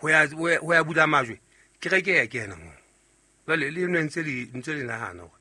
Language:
Southern Sotho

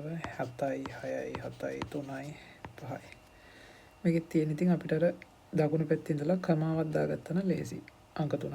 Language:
Sinhala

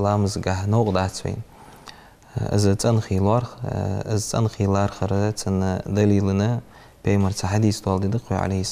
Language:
Ingush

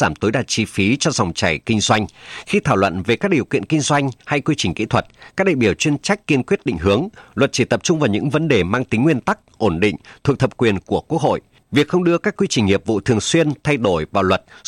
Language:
Vietnamese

